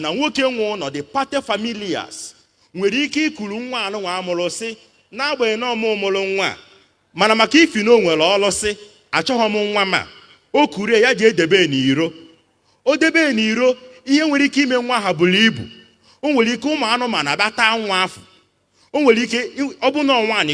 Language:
Igbo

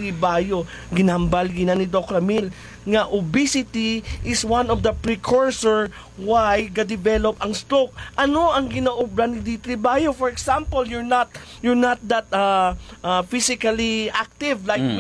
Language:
Hiligaynon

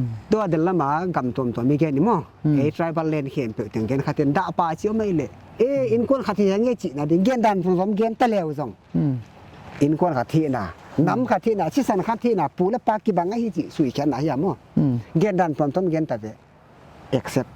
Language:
Paite Chin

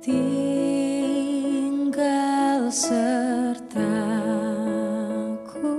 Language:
Nias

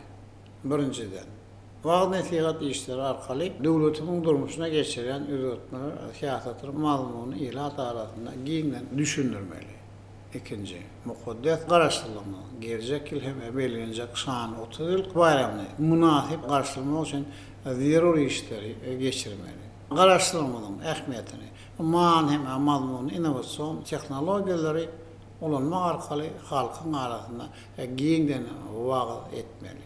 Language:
Turkmen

